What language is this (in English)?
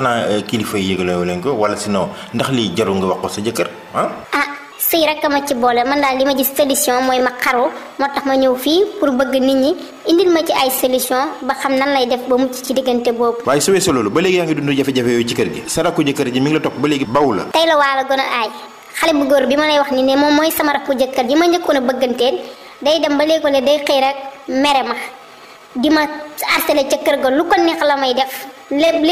Wolof